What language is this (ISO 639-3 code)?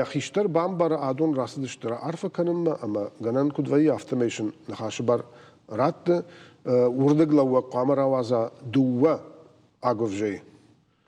oss